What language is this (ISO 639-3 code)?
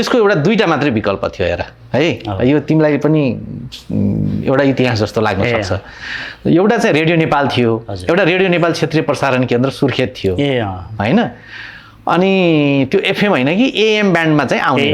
nep